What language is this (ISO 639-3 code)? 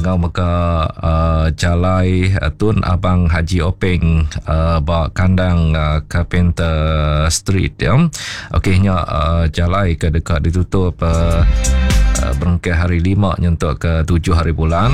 iba